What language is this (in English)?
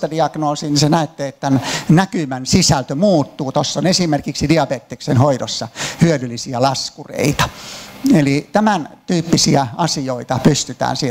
Finnish